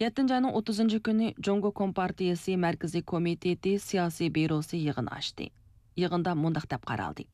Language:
Uyghur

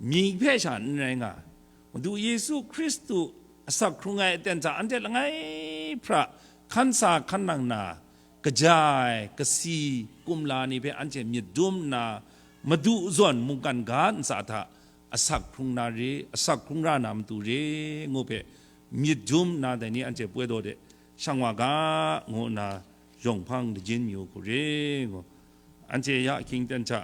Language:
Kachin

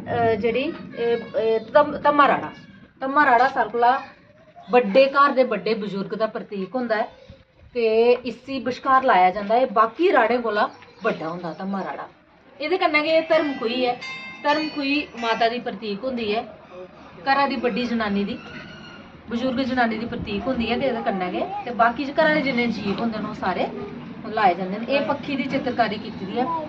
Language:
Dogri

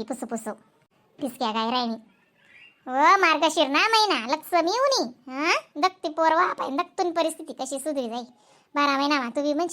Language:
Khandesi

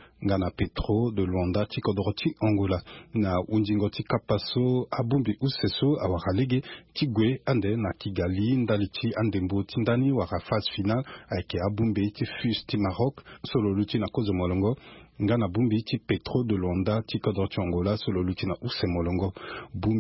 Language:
Sango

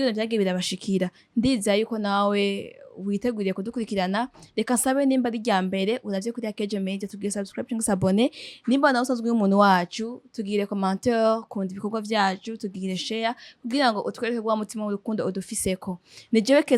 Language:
Rundi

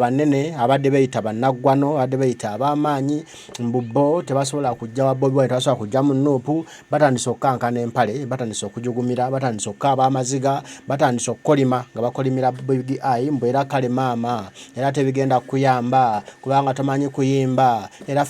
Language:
Ganda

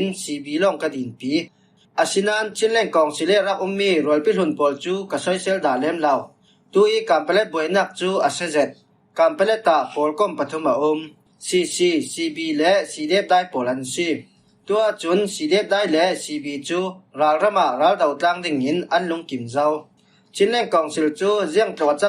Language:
Falam Chin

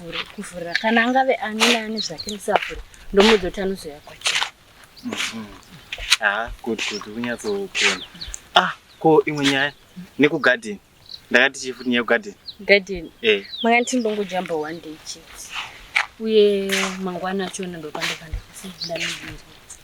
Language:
Shona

